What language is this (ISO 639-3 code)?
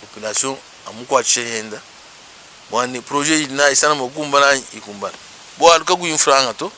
lua